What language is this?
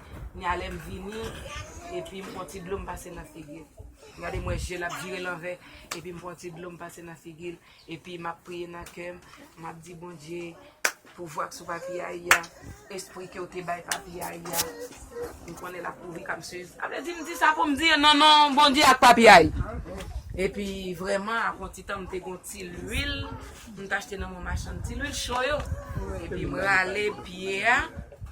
Haitian Creole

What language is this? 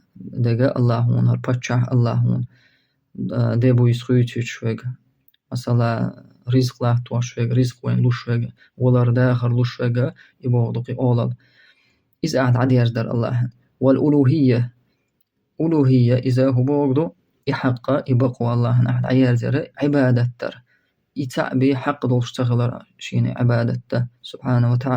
Chechen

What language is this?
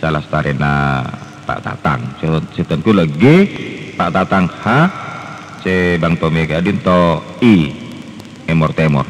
Madurese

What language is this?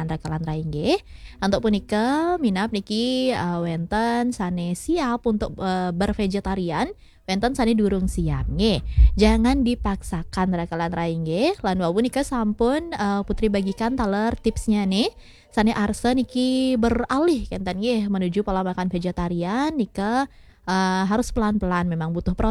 Balinese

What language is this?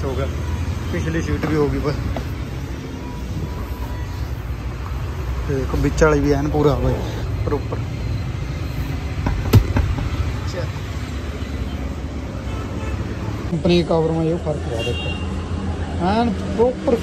Hindi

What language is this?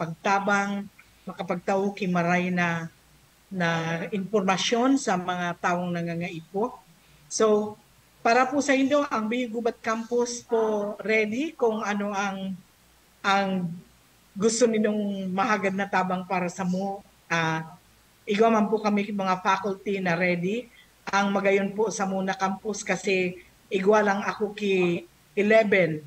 Bikol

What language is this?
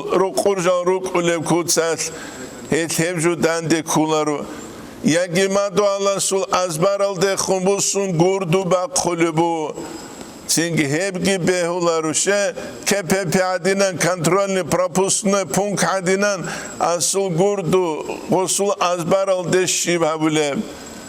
Avaric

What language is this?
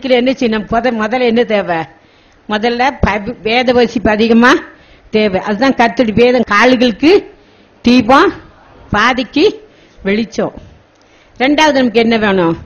Tamil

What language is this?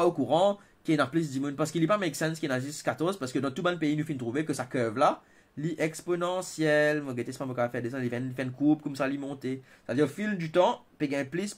Morisyen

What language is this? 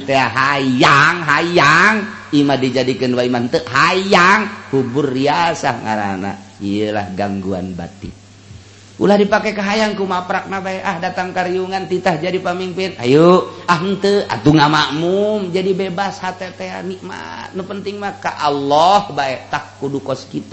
Sundanese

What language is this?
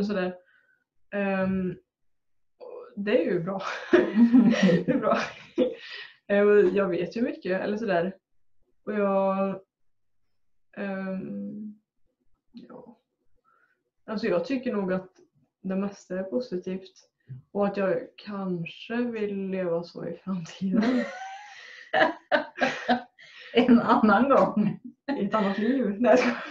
Swedish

